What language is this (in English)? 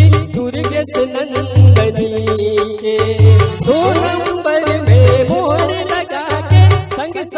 Chhattisgarhi